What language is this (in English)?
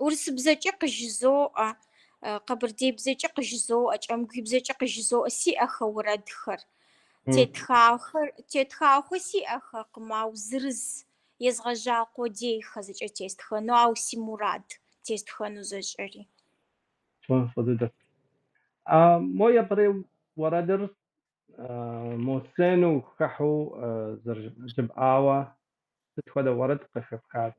Kabardian